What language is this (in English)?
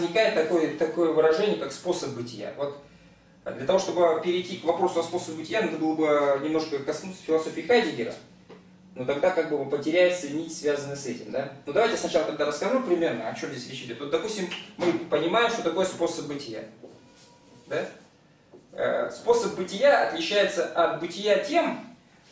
Russian